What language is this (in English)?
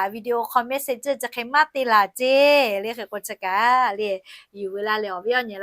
Lahu